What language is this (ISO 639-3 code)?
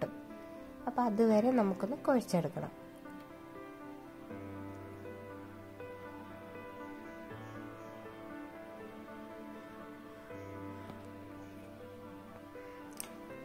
mal